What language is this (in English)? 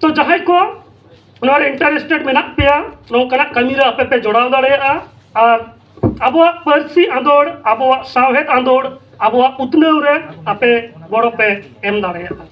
Santali